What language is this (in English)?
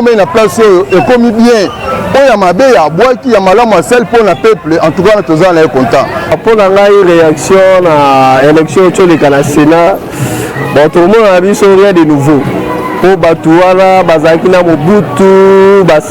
Lingala